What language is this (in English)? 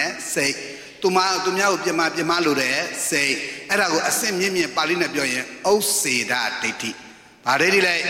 Burmese